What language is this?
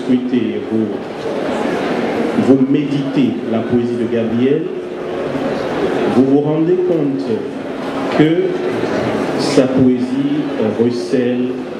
French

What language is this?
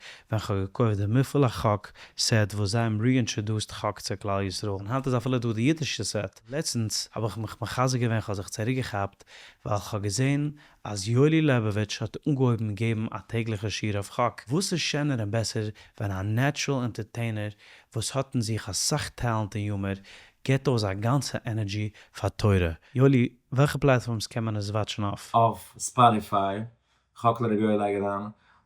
Yiddish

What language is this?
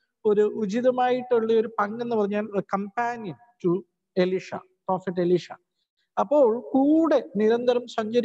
Malayalam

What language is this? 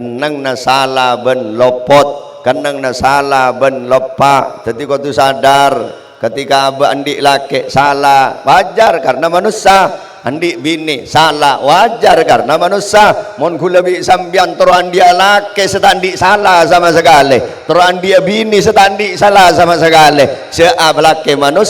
Madurese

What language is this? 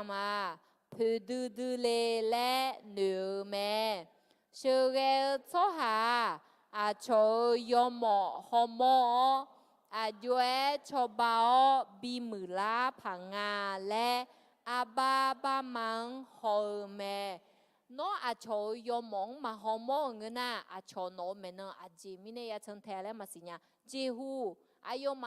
Akha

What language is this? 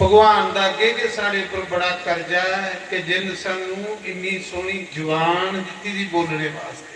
Dogri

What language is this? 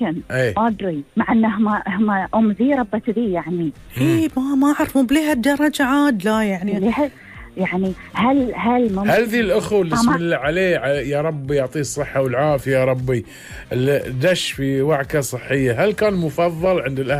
Gulf Arabic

